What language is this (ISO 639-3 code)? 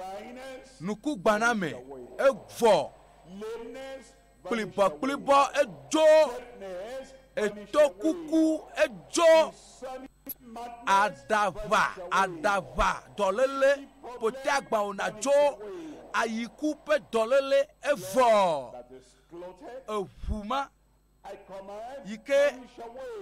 ewe